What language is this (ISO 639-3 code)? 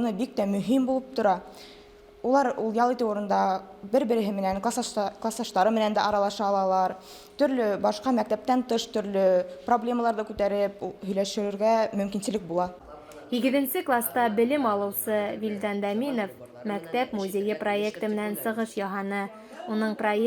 bak